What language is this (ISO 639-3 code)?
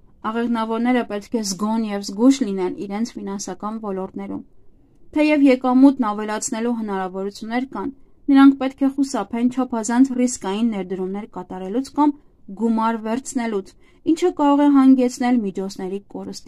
hye